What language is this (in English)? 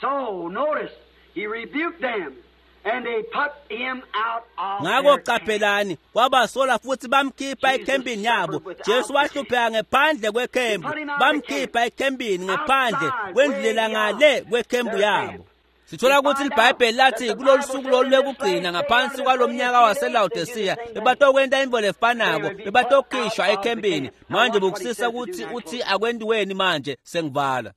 Swati